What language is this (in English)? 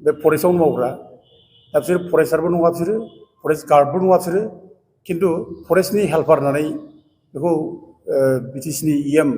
Bodo